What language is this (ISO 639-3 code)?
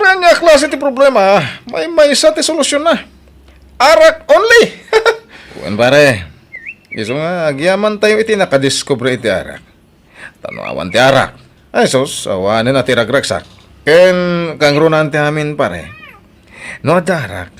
ilo